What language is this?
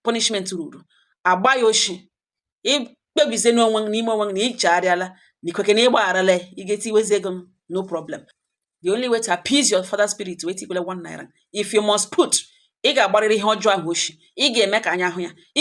Igbo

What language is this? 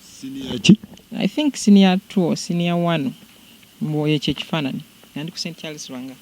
Ganda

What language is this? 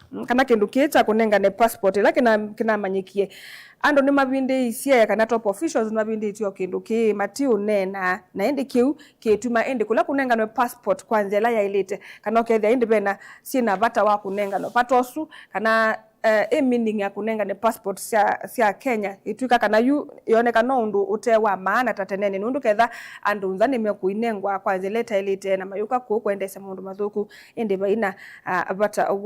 Kamba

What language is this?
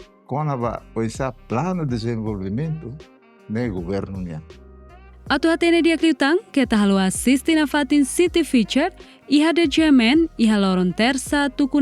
Tetum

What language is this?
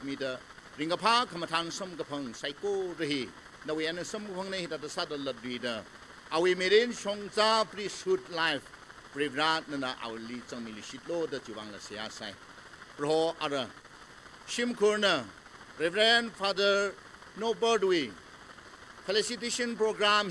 Tangkhul Naga (India)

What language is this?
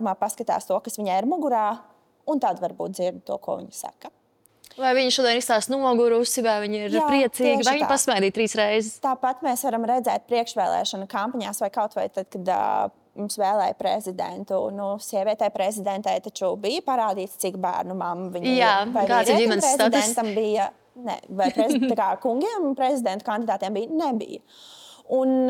Latvian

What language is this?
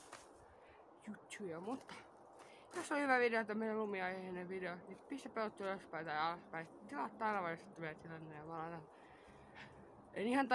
Finnish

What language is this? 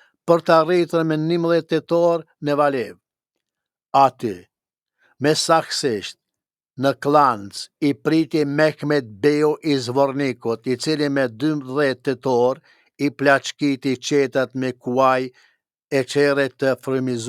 Albanian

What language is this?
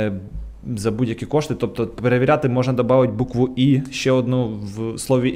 Ukrainian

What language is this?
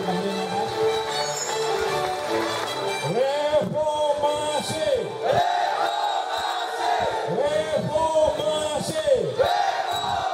Malay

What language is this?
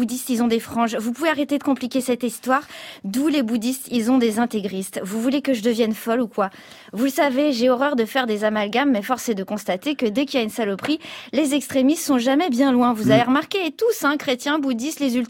French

